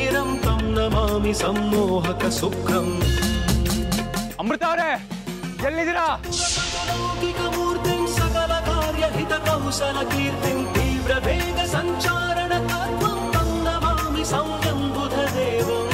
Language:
Kannada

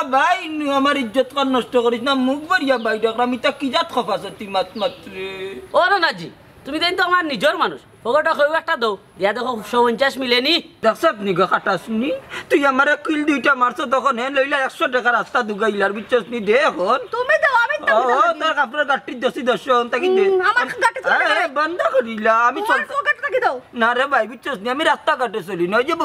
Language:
Sylheti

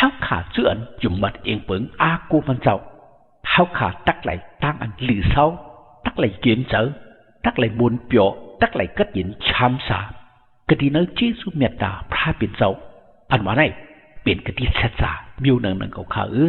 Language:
Shan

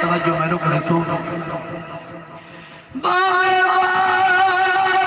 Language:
Saraiki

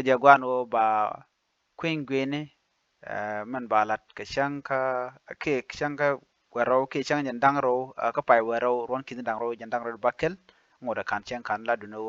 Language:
Nuer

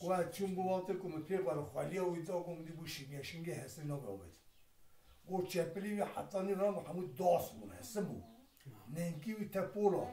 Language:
Kurdish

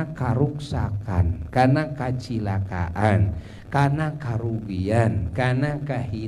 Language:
Sundanese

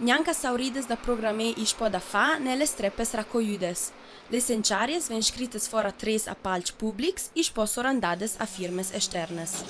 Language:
Ladin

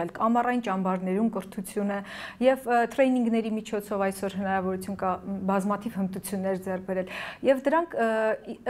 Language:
Armenian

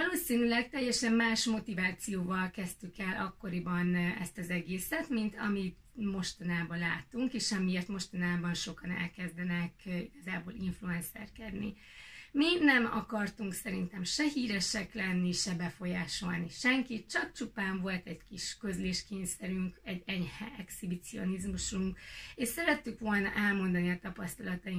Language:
Hungarian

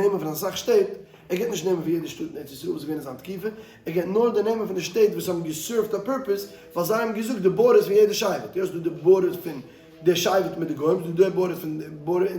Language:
Yiddish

